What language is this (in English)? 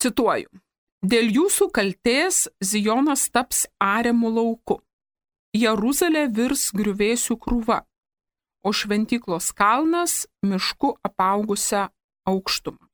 Lithuanian